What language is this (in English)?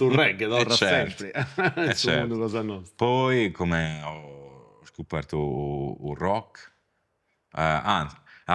Sardinian